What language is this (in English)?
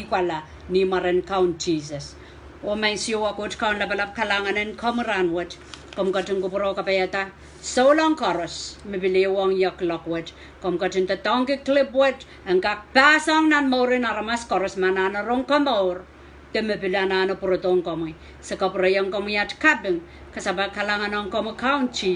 Pohnpeian